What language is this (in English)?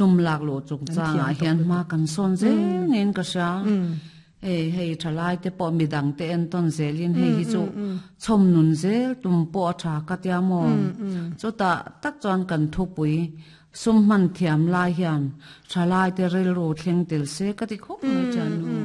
Mizo